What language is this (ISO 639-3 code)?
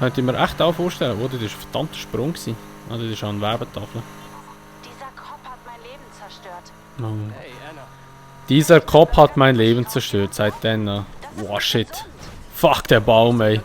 gsw